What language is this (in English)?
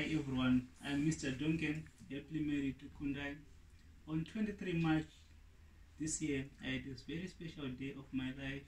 English